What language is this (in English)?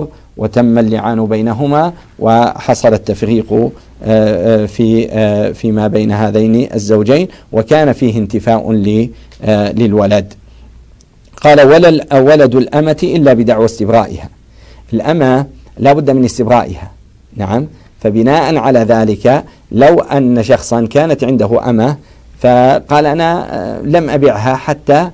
Arabic